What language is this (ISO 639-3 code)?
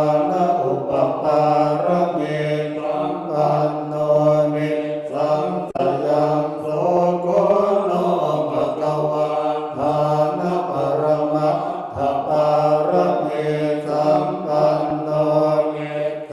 pli